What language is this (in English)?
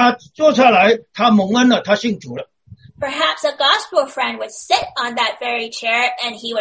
Chinese